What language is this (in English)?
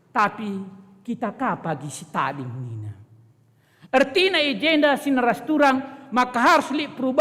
Batak Karo